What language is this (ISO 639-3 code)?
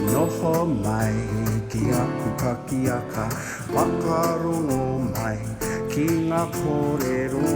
mri